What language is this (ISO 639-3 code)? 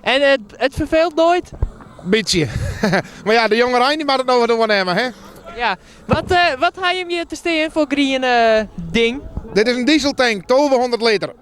fry